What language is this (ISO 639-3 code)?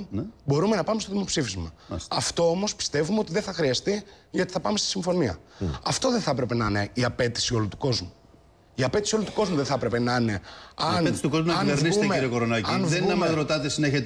ell